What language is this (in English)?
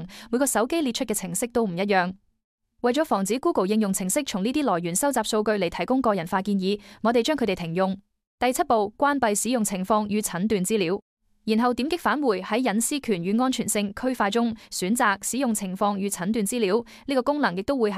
Cantonese